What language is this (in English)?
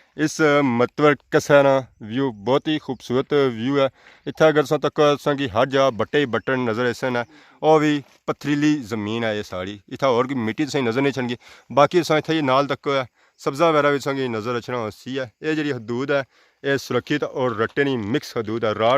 Pahari-Potwari